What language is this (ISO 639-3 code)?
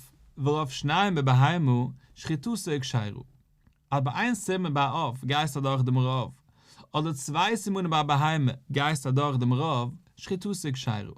yid